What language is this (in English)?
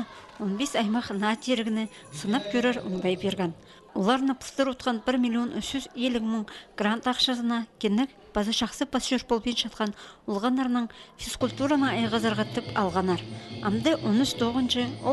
Khakas